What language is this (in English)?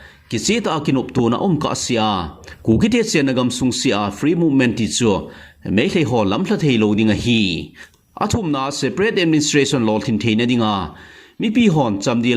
Thado Chin